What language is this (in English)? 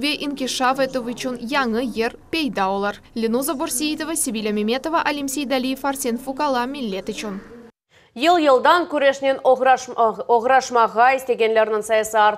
Crimean Tatar